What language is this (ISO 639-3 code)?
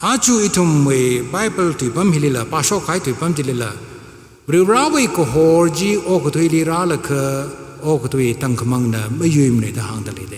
nmf